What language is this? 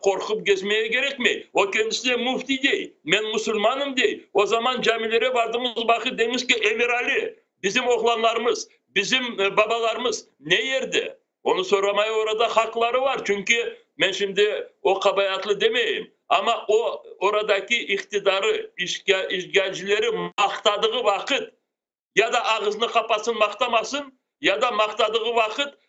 Crimean Tatar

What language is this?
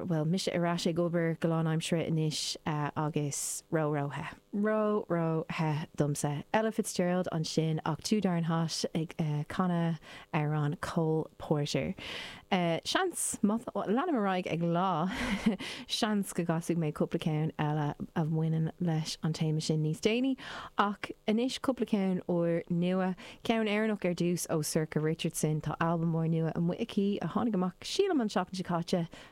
Irish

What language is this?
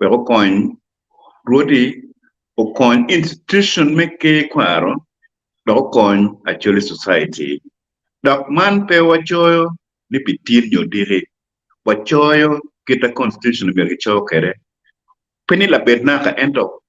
Acoli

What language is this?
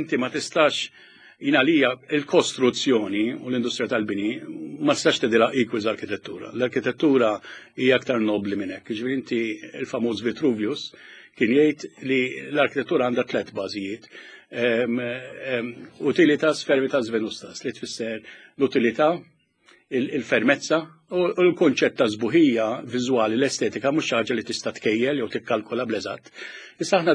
Maltese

